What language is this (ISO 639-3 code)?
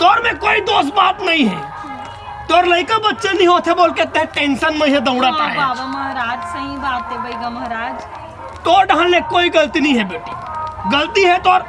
hne